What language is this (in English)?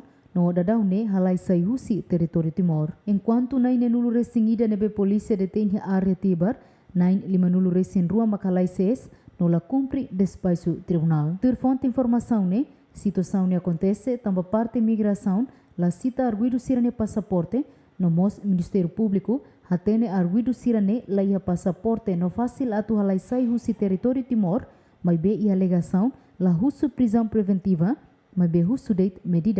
Tetum